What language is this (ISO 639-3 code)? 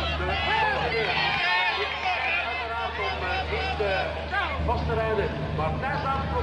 nld